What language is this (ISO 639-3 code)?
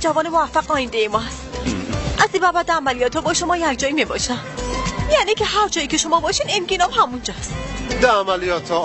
fas